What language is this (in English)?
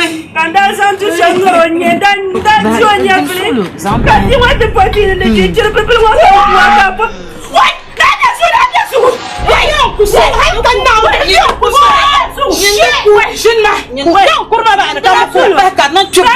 Dagbani